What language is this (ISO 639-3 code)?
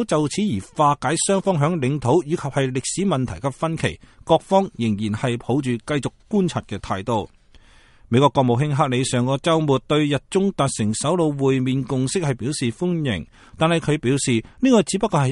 yue